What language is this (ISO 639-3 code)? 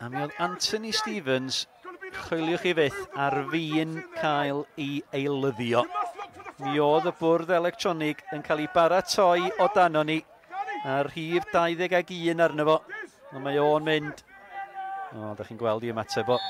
cym